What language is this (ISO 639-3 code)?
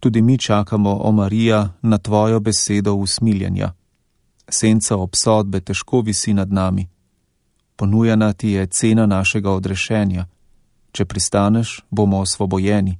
slv